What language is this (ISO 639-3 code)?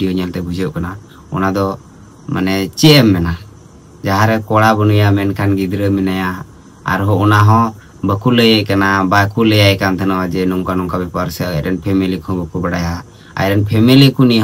sat